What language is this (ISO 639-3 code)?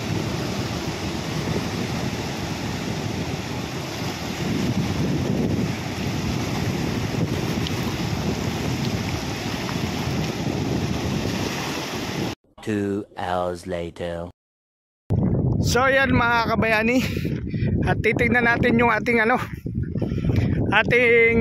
fil